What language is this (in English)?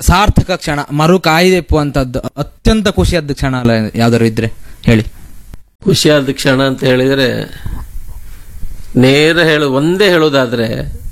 Kannada